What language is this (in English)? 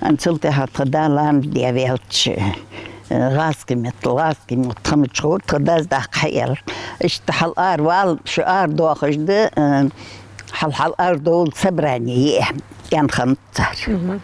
Ingush